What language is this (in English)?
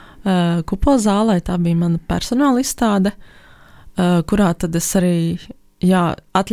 Latvian